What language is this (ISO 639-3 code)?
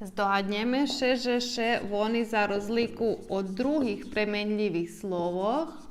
rue